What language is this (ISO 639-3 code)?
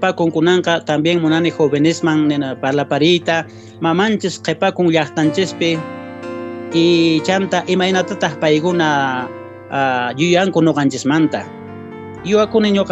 que